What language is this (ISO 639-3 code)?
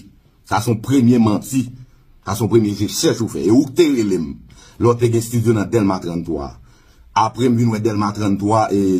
hat